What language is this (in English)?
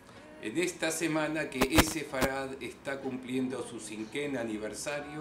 Ladino